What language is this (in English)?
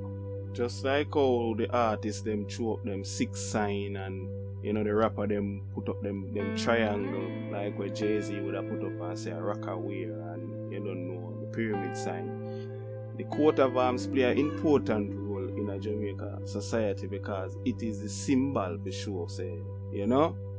Jamaican Creole English